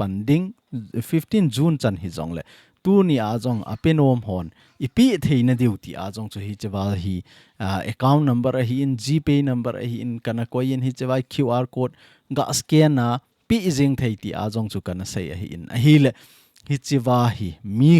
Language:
Thado Chin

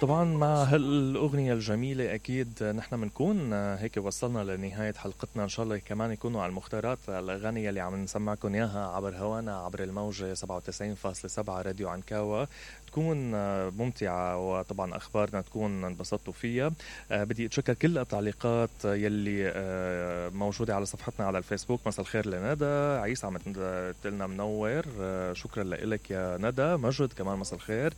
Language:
Mesopotamian Arabic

